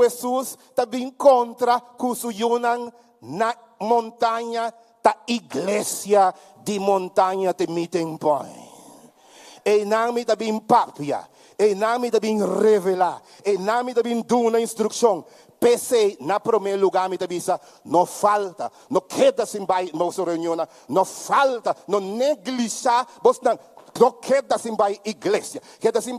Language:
Papiamento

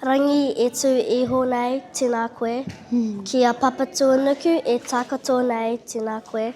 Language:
Māori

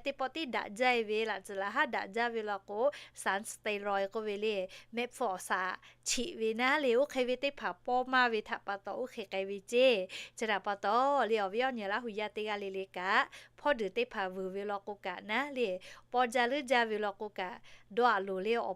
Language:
Lahu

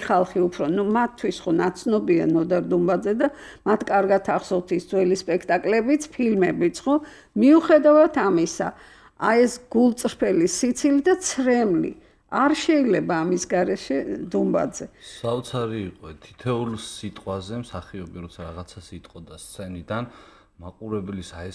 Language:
Georgian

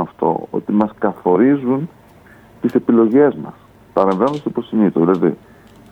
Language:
Greek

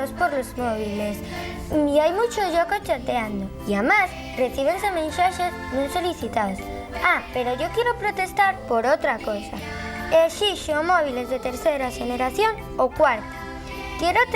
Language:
Asturian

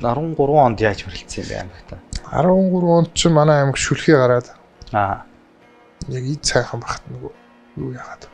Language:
Mongolian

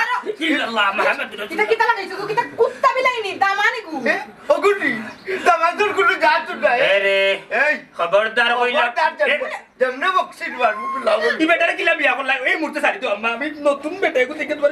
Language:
Sylheti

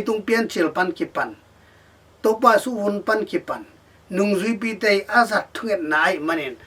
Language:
Tedim Chin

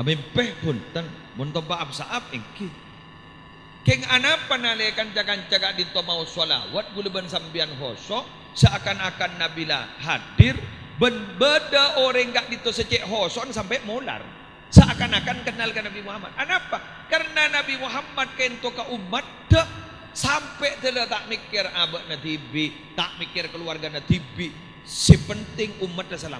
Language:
Madurese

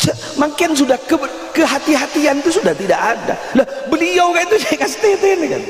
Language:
Madurese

